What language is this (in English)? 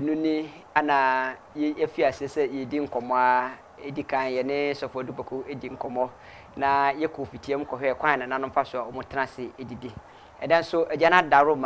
Akan